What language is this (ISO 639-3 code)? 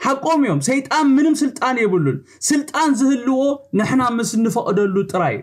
tir